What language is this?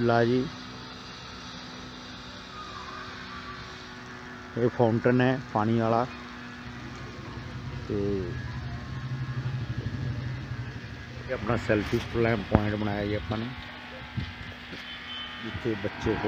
Punjabi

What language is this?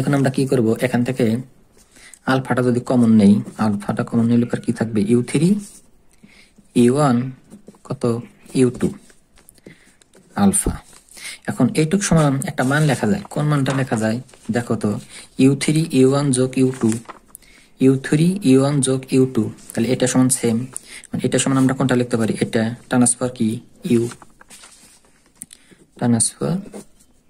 Bangla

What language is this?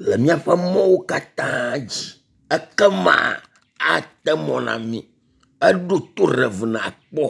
Ewe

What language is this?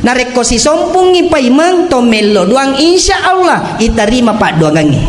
Buginese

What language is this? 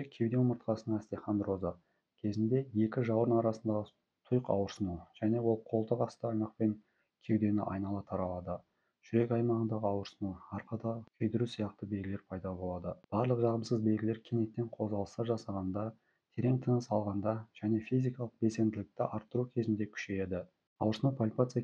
Kazakh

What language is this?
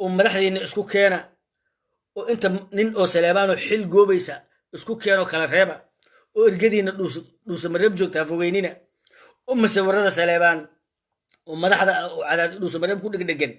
Somali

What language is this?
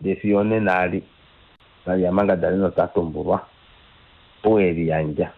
Kuanyama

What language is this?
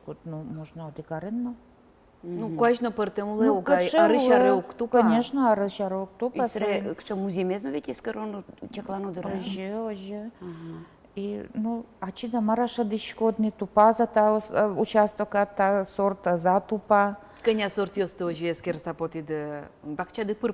Udmurt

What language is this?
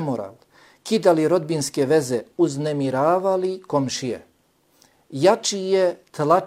Bosnian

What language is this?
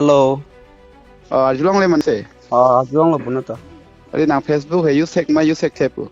Karbi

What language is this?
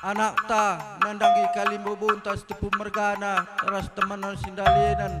Batak Karo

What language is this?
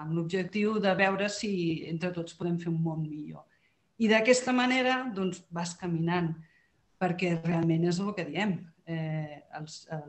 Catalan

